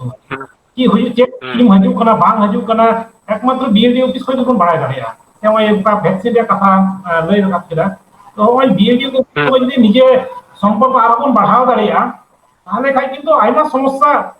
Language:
Santali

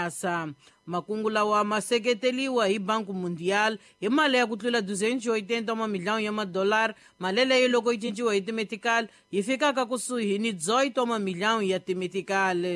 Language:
Tsonga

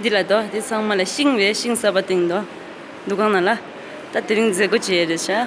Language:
Tibetan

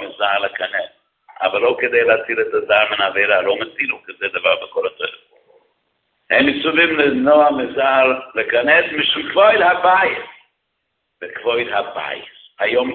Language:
Hebrew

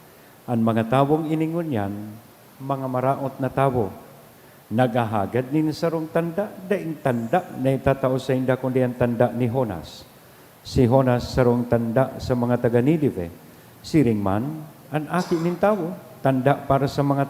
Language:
Bikol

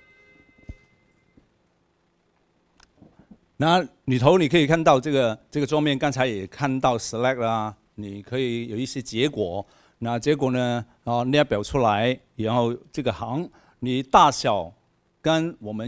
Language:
Chinese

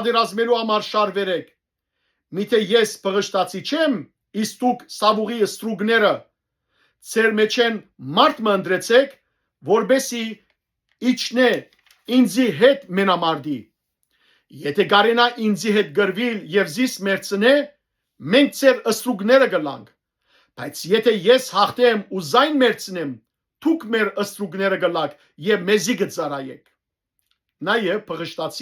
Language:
Western Armenian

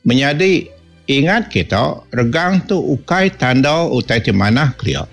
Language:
Iban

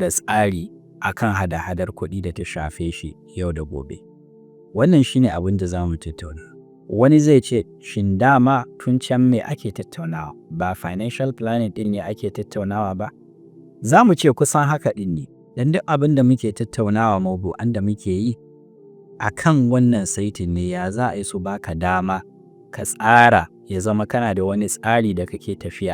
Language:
Hausa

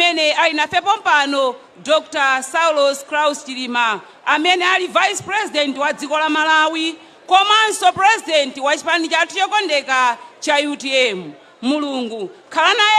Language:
Nyanja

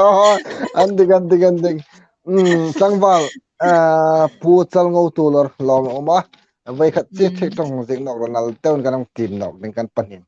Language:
Hmar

